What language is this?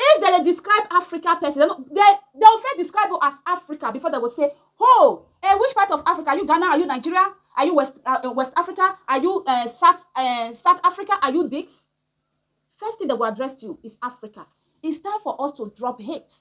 Nigerian Pidgin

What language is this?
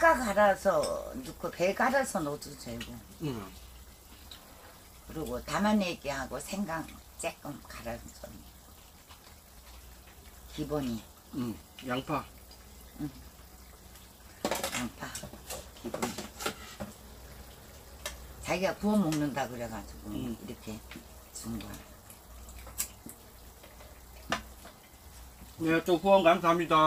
Korean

